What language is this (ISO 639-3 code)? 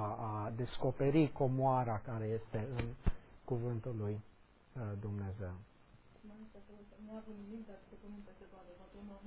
ron